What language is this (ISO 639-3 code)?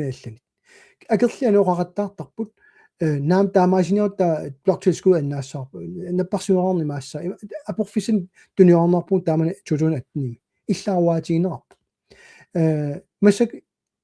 kal